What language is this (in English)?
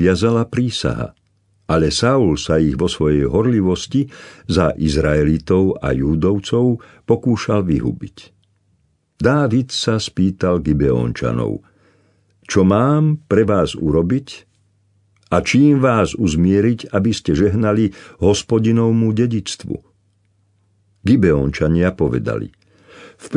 Slovak